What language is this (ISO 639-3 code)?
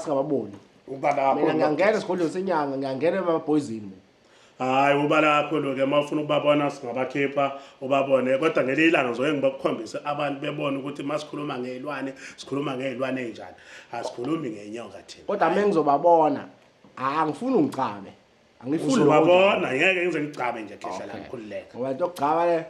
zul